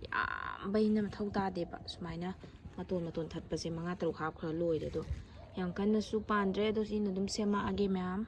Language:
Manipuri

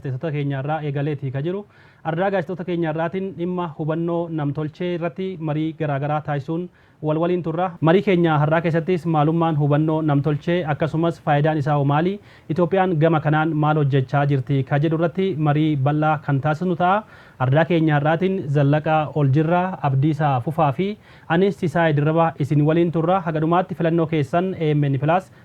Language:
Oromo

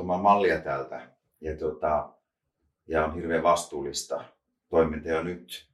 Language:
Finnish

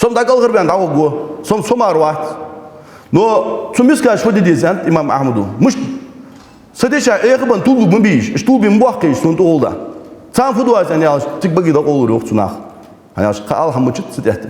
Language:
Ingush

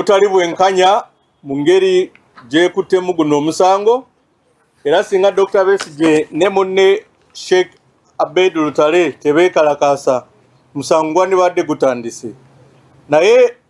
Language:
Ganda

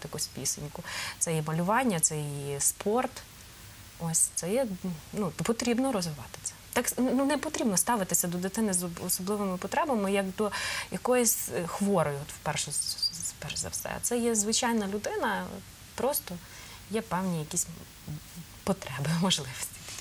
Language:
Ukrainian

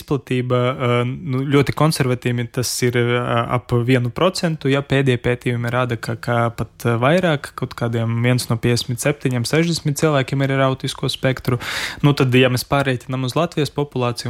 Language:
Latvian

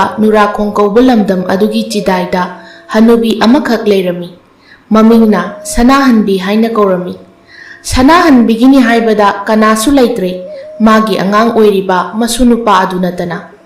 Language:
Manipuri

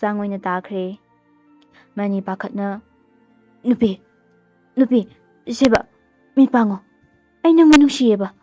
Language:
Manipuri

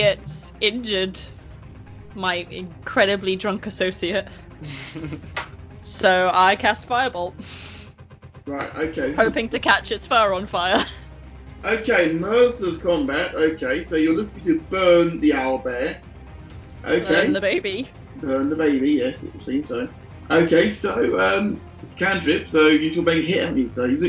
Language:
English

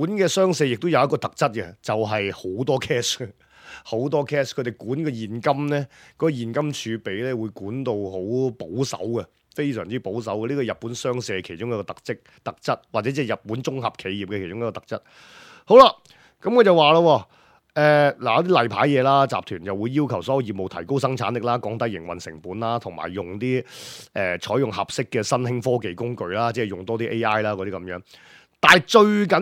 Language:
Cantonese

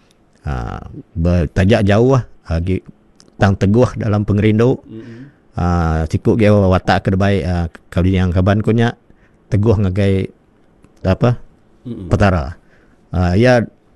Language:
Iban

